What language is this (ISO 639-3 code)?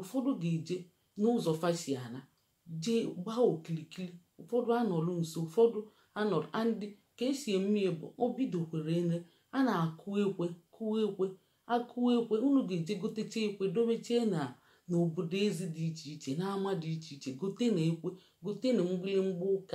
ibo